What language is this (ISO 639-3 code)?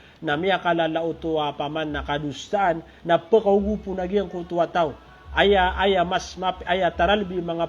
mrw